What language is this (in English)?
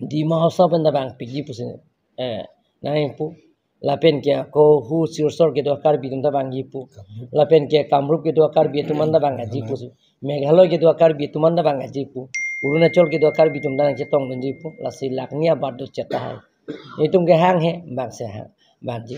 Karbi